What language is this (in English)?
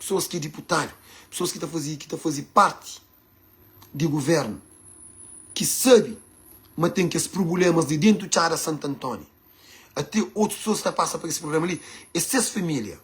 Kabuverdianu